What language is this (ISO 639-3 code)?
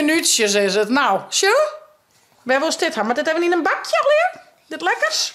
fry